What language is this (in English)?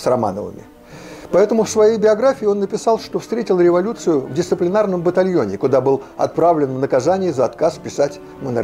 Russian